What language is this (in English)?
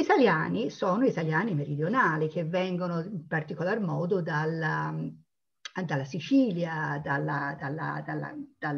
Italian